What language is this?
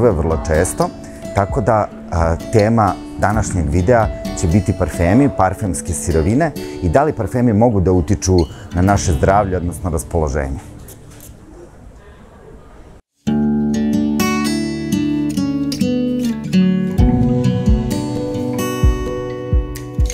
Serbian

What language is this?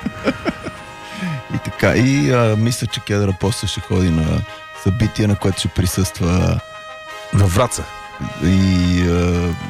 Bulgarian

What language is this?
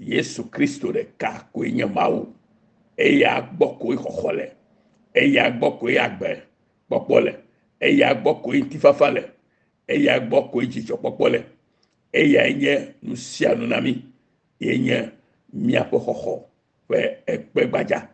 Ewe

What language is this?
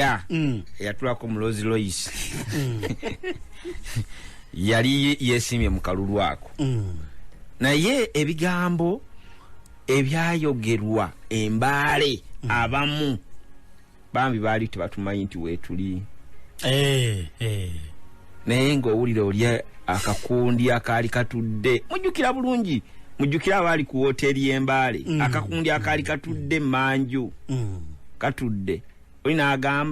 Ganda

